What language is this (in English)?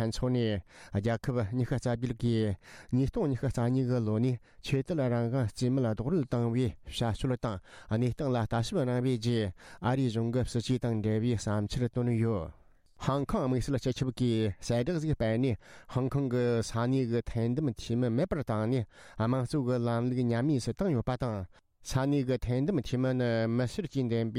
Tibetan